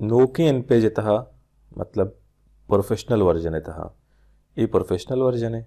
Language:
Baluchi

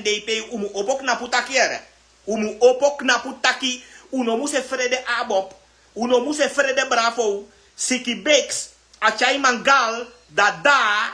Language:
Sranan Tongo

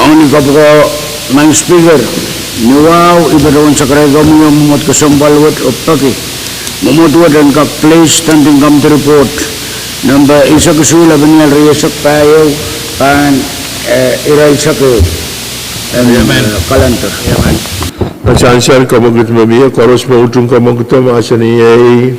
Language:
Pohnpeian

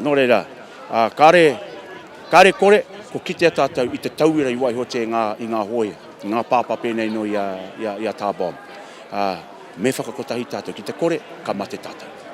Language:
Māori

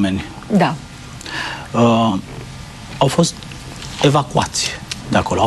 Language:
Romanian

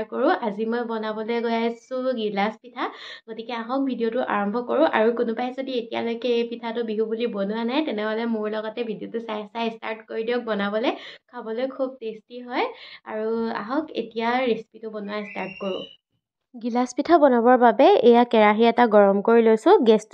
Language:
Assamese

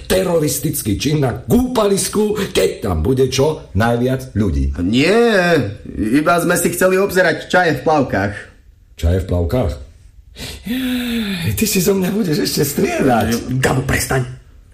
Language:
Slovak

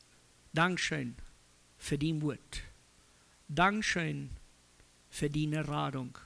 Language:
Plautdietsch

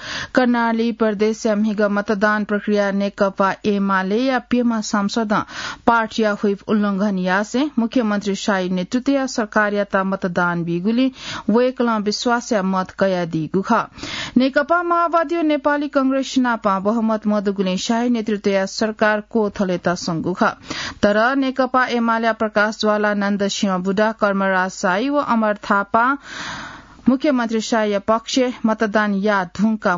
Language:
Newari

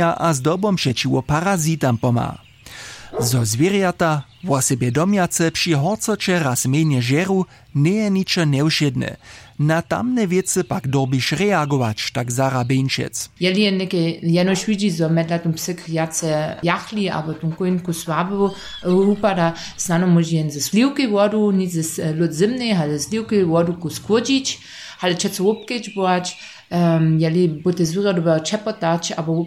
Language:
Upper Sorbian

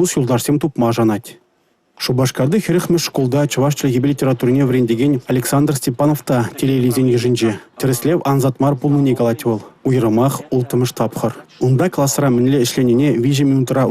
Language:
Chuvash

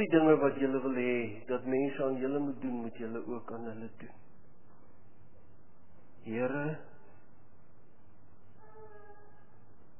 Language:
Afrikaans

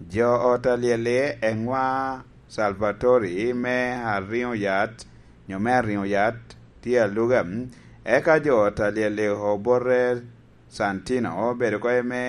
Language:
Lango (Uganda)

